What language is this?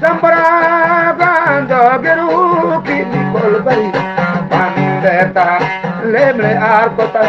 Eastern Balochi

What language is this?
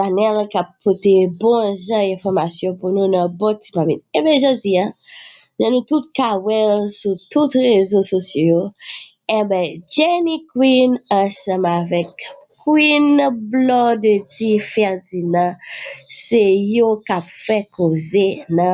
Haitian Creole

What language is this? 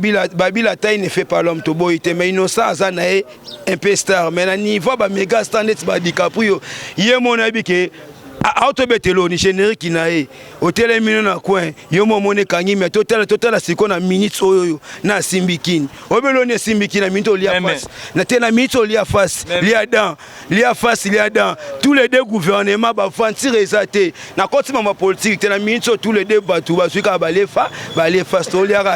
Lingala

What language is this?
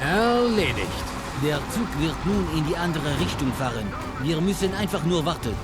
Bavarian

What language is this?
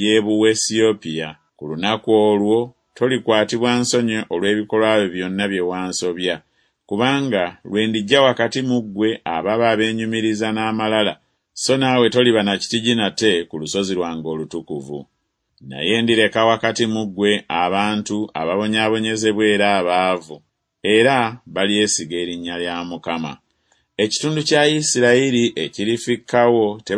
Ganda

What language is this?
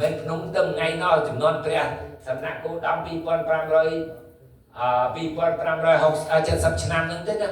Khmer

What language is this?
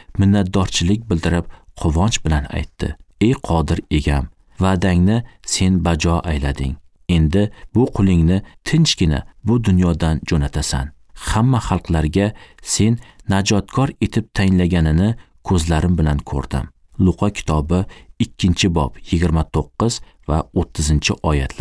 Uzbek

